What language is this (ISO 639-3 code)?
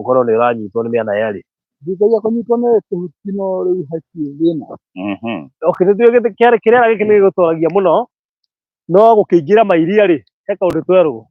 kik